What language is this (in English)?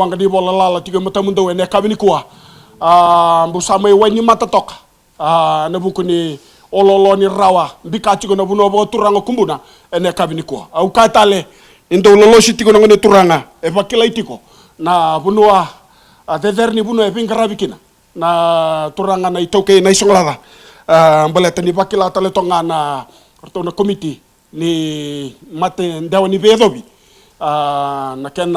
Fijian